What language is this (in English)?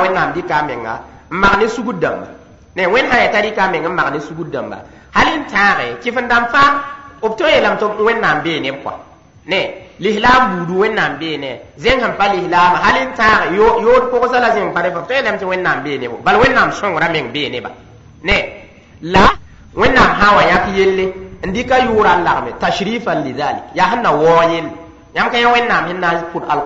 Mossi